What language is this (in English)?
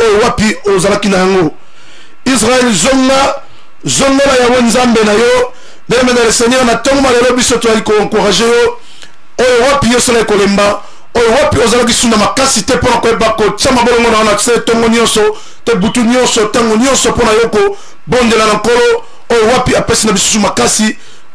Lingala